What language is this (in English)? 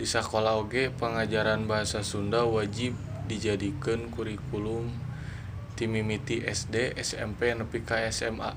Sundanese